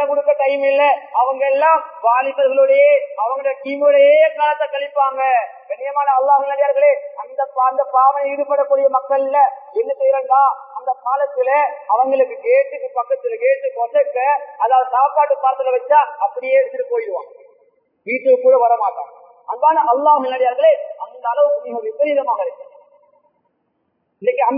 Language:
Tamil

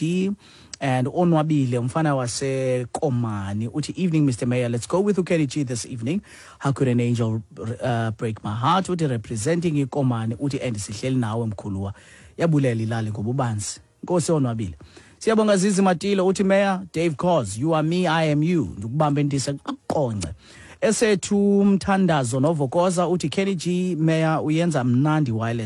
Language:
Xhosa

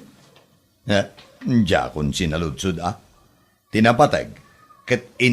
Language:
Iloko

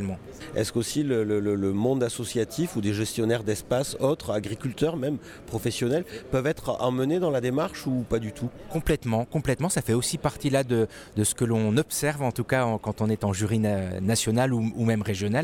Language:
French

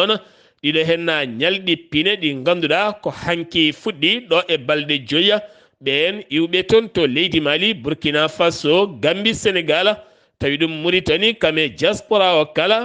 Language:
Fula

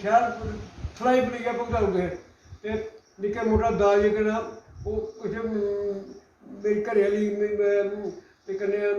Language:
Dogri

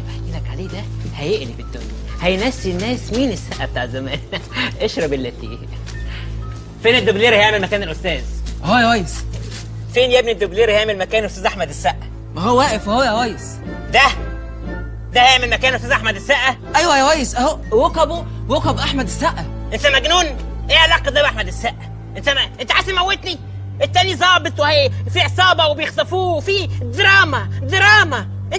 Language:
Egyptian Arabic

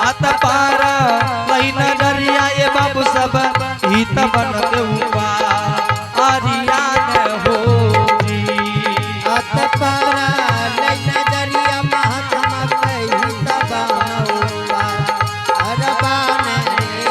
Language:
Angika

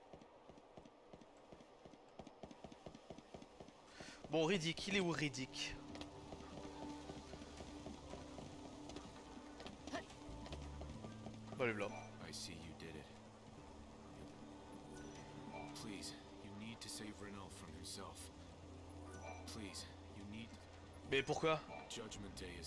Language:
French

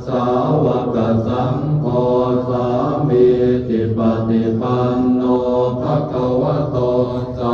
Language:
Pali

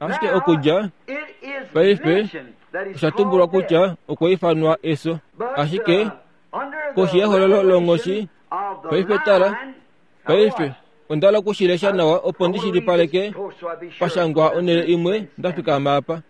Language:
Kuanyama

